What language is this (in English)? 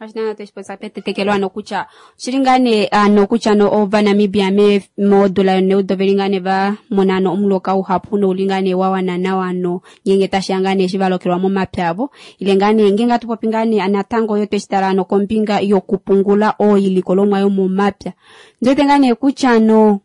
Kuanyama